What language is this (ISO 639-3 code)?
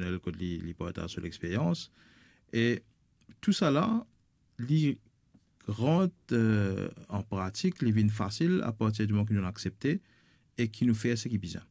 mfe